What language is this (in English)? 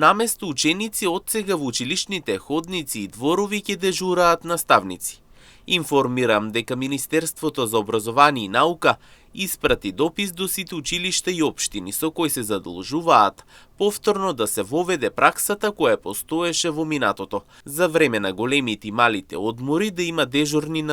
Macedonian